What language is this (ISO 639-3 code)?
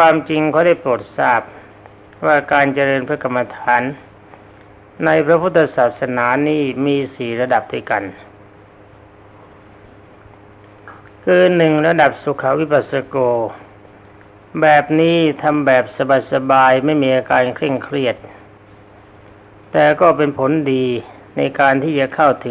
tha